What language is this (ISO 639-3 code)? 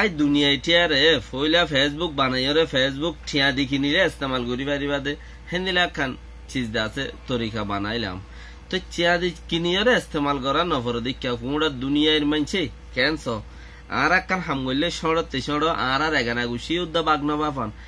rhg